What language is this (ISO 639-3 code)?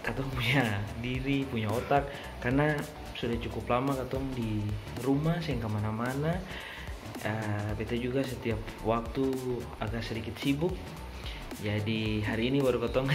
abs